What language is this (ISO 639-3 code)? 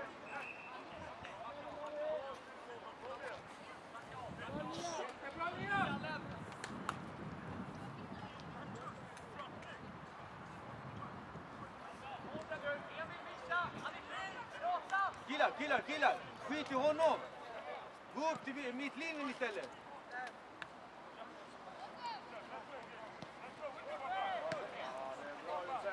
swe